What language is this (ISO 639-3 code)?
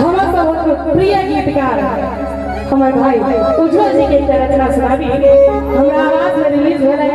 mai